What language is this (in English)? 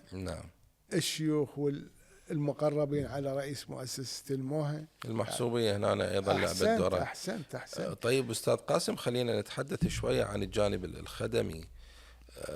Mesopotamian Arabic